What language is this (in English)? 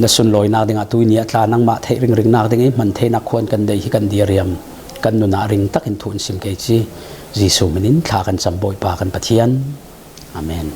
Falam Chin